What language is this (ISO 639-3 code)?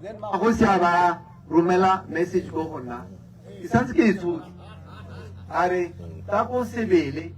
tsn